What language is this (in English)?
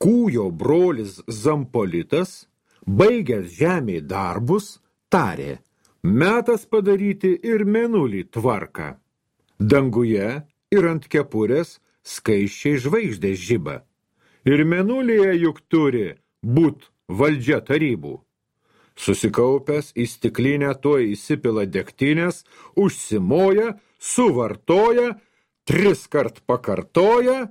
Lithuanian